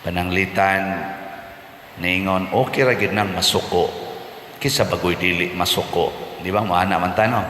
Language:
Cebuano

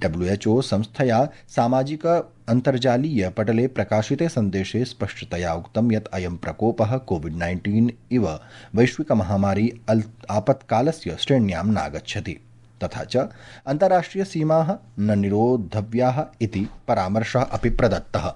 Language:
Sanskrit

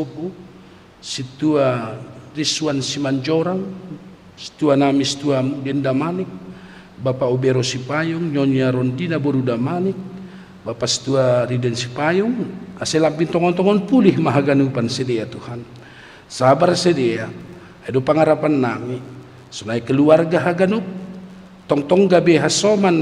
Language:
Batak Simalungun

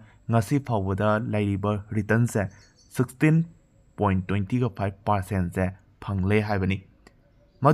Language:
Manipuri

